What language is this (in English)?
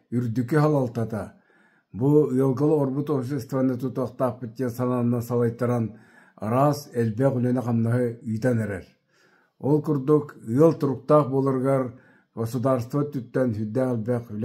Yakut